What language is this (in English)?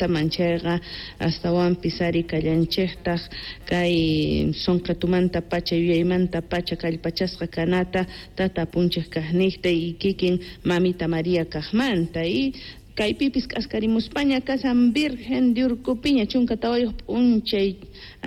South Bolivian Quechua